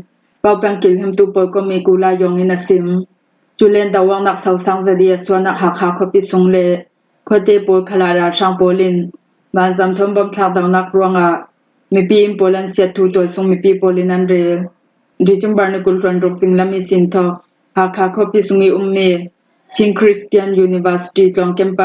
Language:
Falam Chin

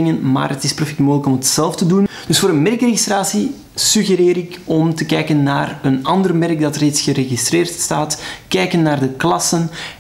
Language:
Dutch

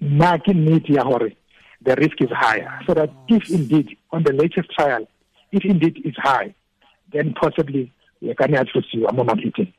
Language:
Tswana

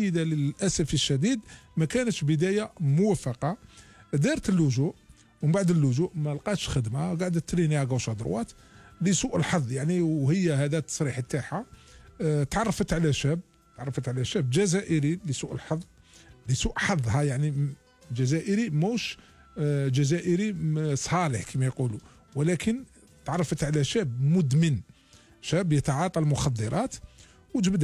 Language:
Algerian Arabic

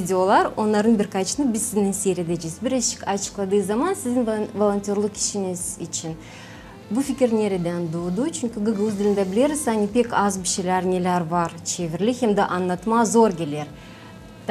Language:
Gagauz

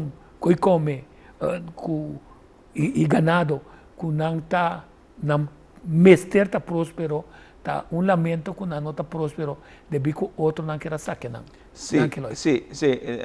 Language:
Papiamento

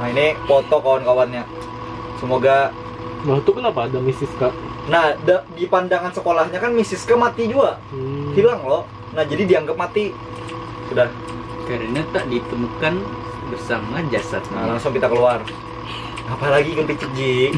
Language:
Banjar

